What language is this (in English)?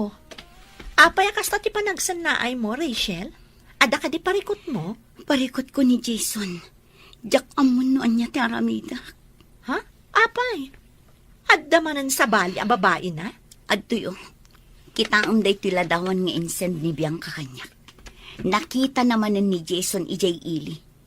Iloko